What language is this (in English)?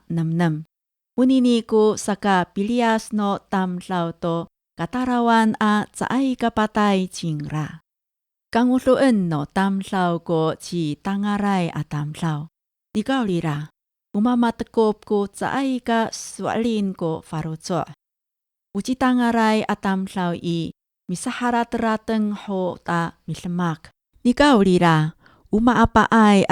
Amis